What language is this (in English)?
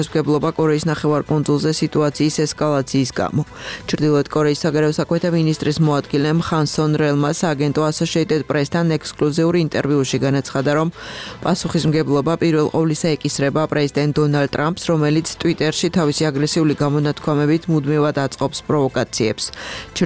Georgian